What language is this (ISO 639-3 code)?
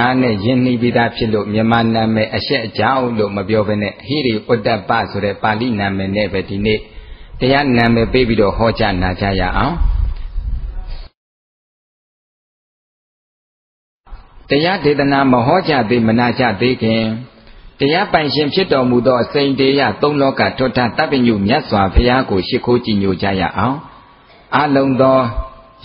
mya